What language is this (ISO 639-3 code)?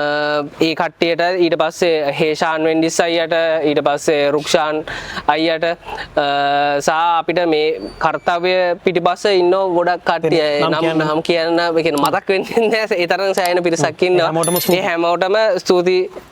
sin